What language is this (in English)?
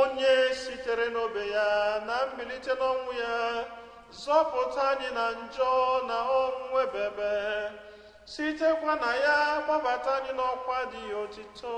Igbo